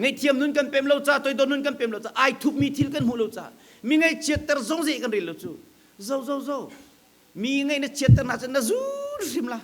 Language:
Hakha Chin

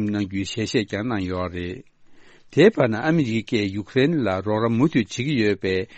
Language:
Tibetan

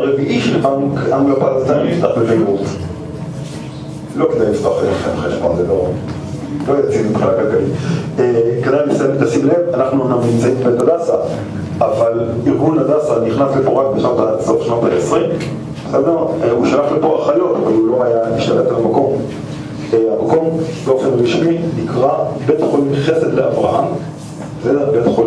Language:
Hebrew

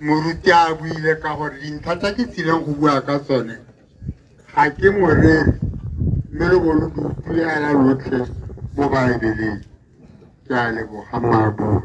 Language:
Tswana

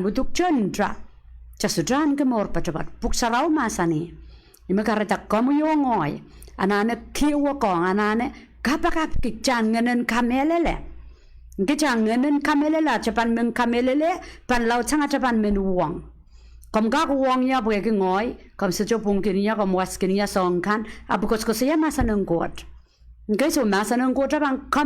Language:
Pohnpeian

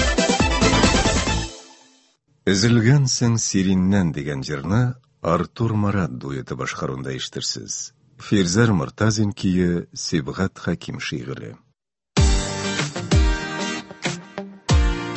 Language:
Tatar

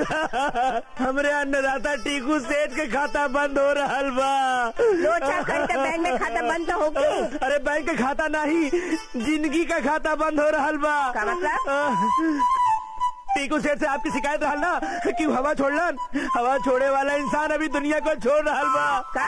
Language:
Bhojpuri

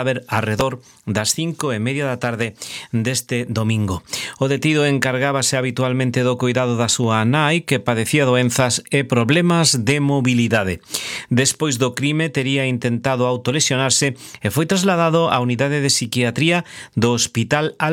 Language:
Galician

